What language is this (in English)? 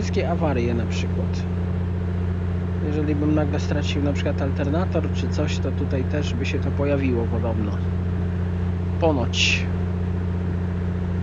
Polish